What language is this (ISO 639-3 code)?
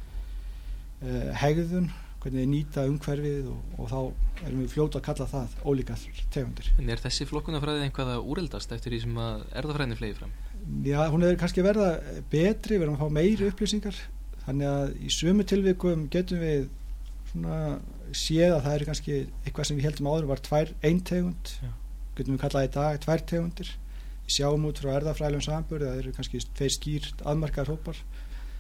isl